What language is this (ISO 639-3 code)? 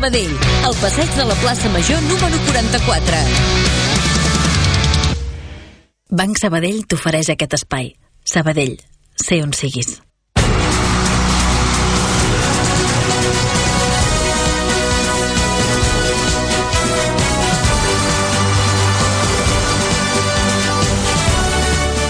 cat